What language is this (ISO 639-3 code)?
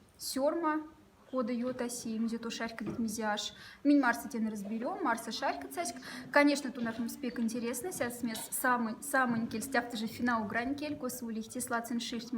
mdf